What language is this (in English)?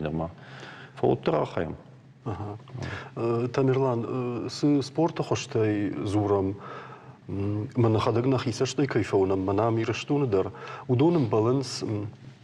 Ossetic